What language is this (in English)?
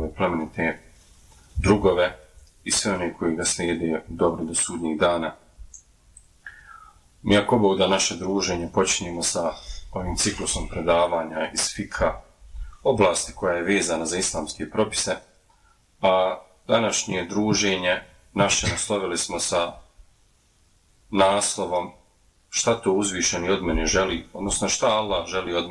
Bosnian